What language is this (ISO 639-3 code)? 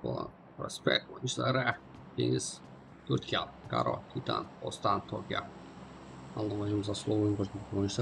kaa